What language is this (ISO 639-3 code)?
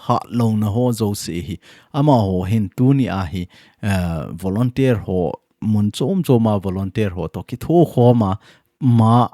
tcz